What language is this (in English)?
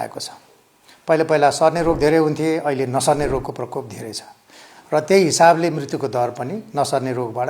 Nepali